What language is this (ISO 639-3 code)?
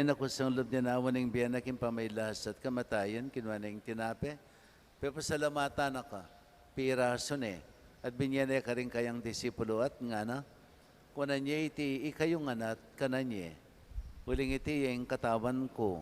pam